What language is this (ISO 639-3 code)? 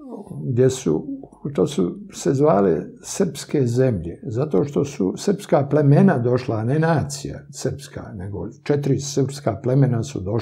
srp